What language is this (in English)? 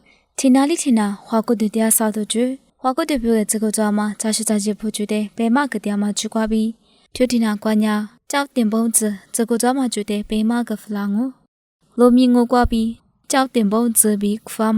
Lisu